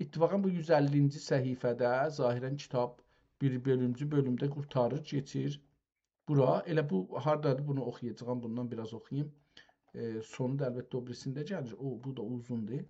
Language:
South Azerbaijani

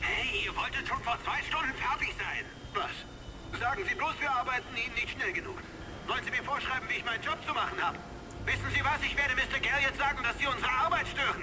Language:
Bavarian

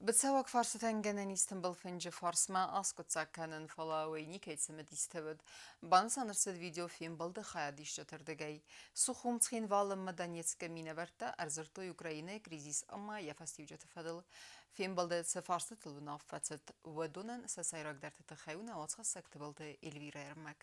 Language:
Ossetic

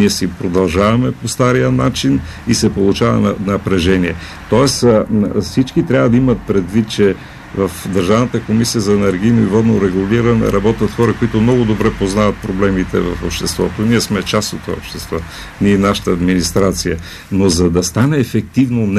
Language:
Bulgarian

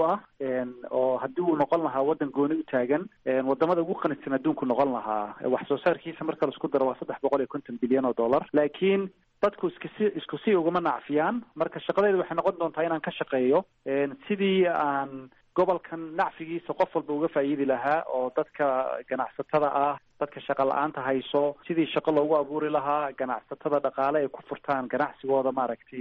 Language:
Somali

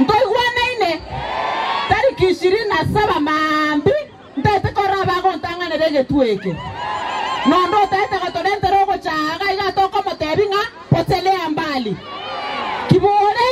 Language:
Gusii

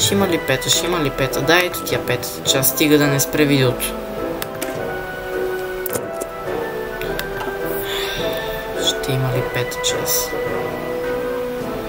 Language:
Bulgarian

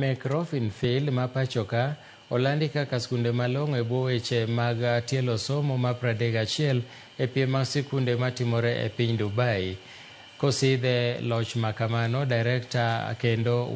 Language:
Luo (Kenya and Tanzania)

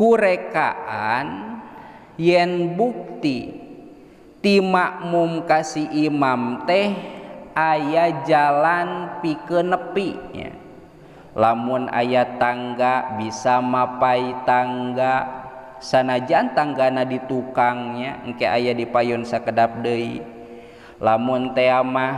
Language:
Sundanese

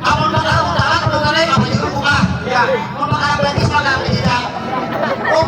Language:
Banjar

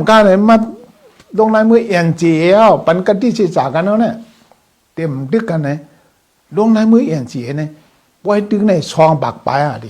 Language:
Shan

